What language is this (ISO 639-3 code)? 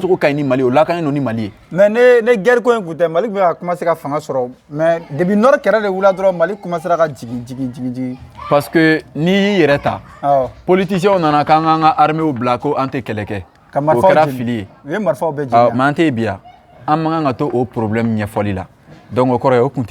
bam